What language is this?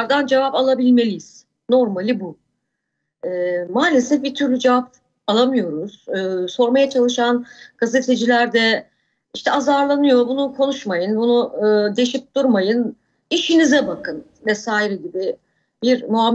Turkish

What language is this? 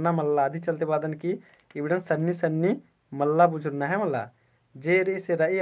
Kurukh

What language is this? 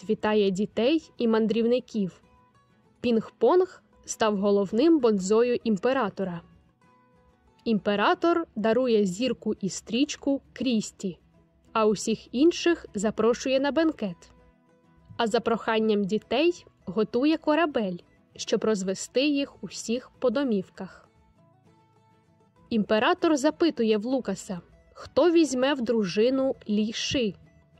Ukrainian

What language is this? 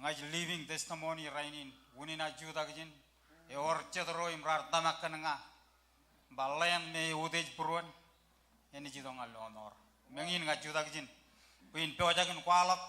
Marshallese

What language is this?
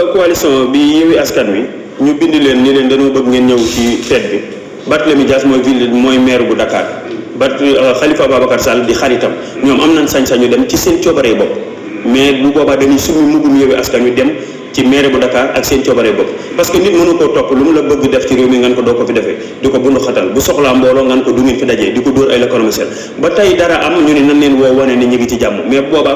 Wolof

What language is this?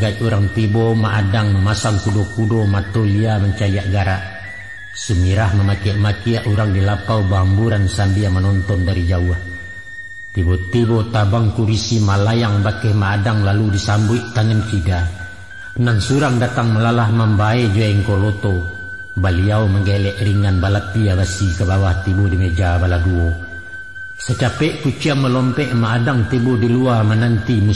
Minangkabau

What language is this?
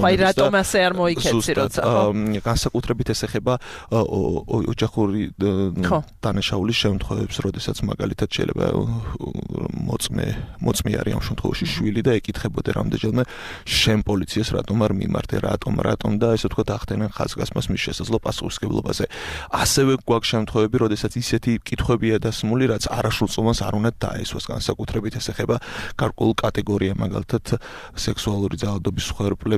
Georgian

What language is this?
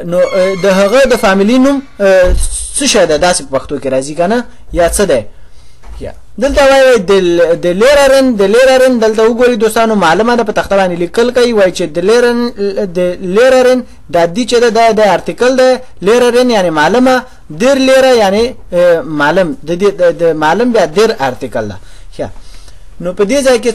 Pashto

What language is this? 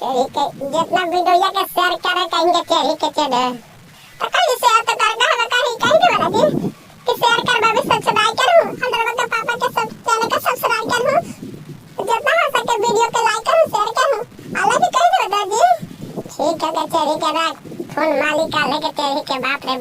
Magahi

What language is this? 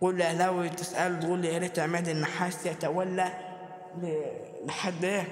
Egyptian Arabic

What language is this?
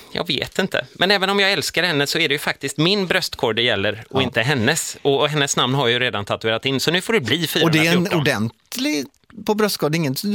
Swedish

